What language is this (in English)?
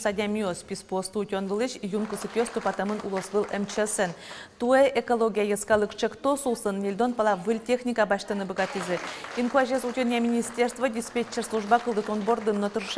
Udmurt